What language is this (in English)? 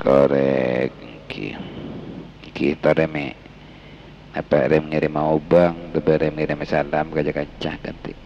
Madurese